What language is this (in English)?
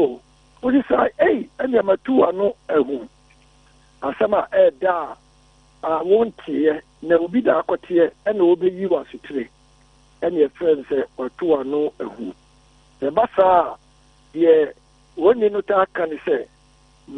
Akan